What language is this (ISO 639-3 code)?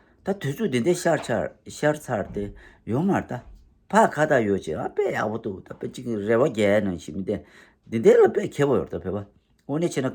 bod